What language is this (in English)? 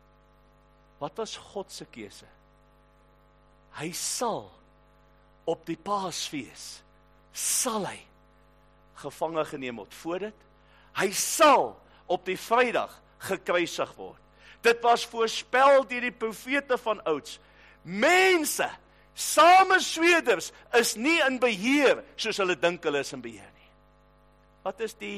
Afrikaans